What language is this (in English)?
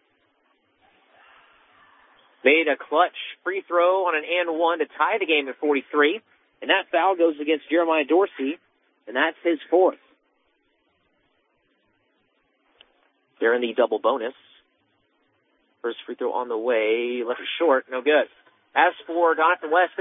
English